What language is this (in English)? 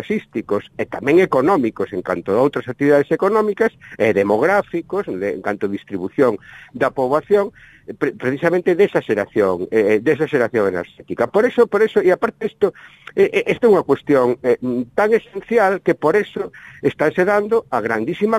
Galician